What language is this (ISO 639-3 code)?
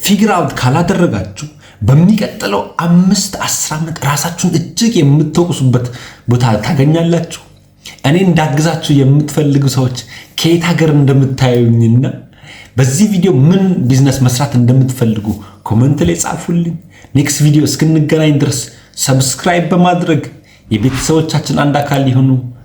amh